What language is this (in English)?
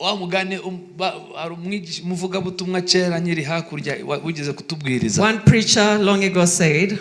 Kinyarwanda